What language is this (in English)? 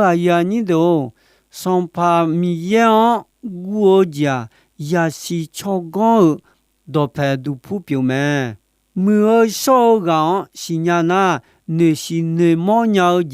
Akha